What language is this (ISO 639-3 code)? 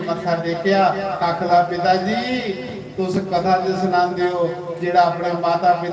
doi